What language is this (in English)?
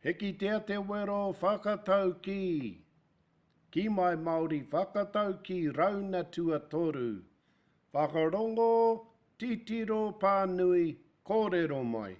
Māori